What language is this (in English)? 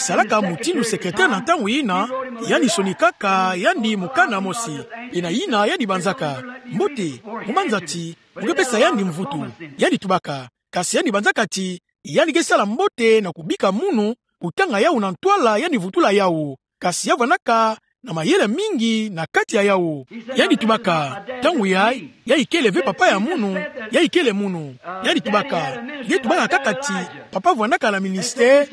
Kituba (Democratic Republic of Congo)